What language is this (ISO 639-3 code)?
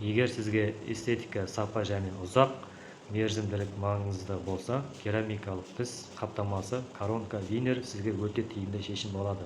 kaz